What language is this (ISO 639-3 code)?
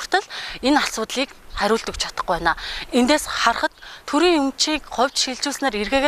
mon